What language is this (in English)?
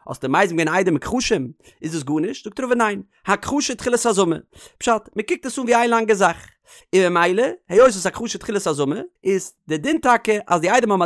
Yiddish